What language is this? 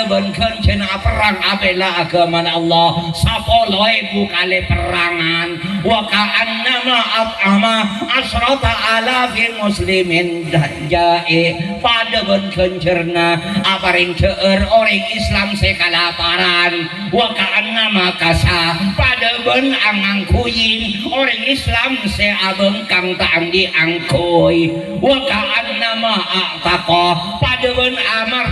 Madurese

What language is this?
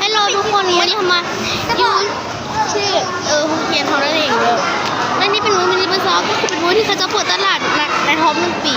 Lao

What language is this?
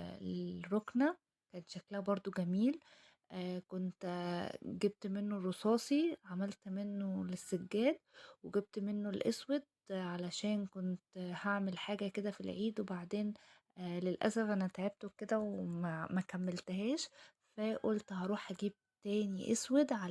Egyptian Arabic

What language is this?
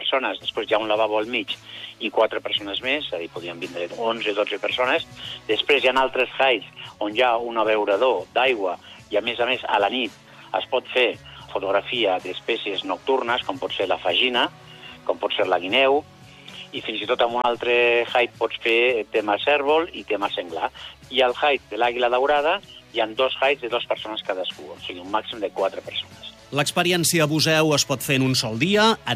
Catalan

